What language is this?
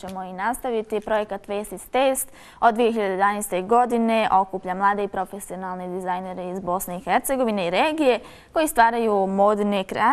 Bosnian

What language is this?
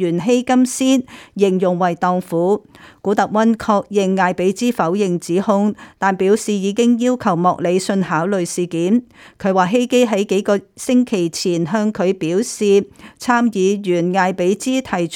Cantonese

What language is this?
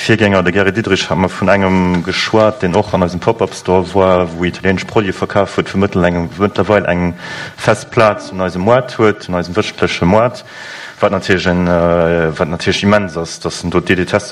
Luxembourgish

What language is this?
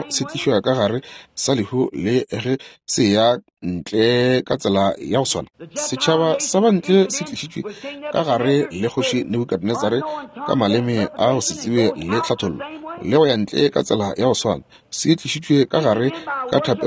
Northern Sotho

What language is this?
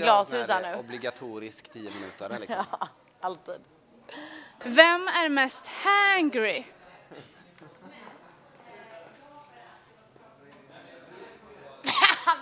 Swedish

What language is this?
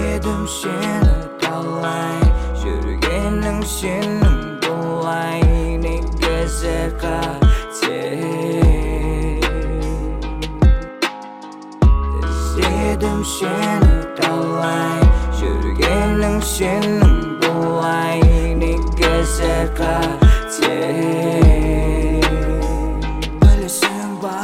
Kazakh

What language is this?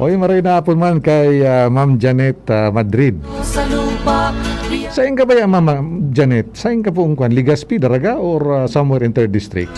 Bikol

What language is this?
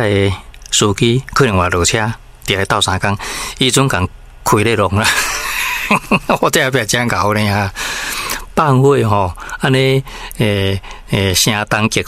Min Nan Chinese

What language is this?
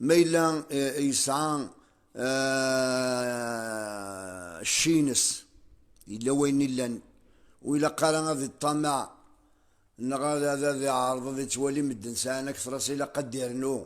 Kabyle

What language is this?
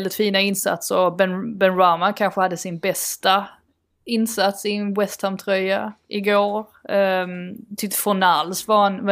Swedish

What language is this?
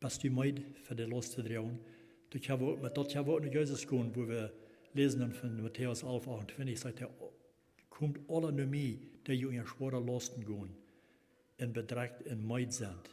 Plautdietsch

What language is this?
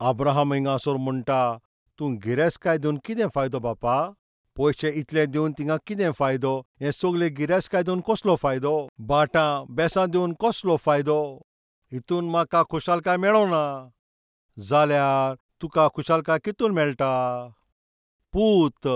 Konkani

